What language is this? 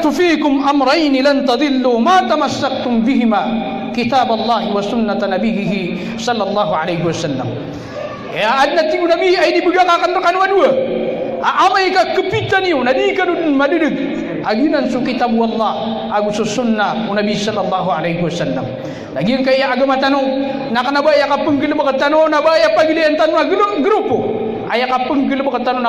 Maranao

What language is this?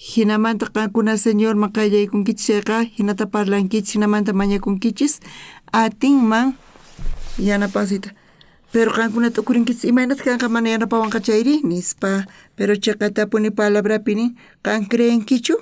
South Bolivian Quechua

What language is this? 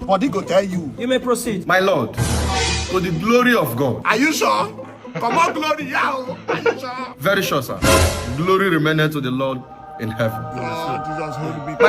Nigerian Pidgin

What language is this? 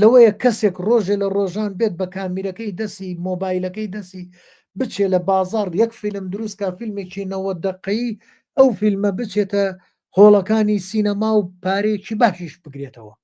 Central Kurdish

